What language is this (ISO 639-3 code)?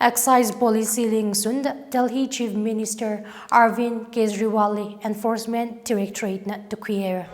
nmf